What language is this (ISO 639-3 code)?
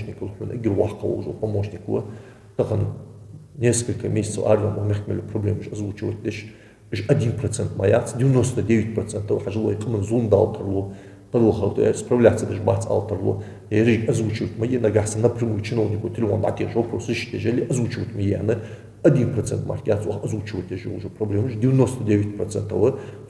inh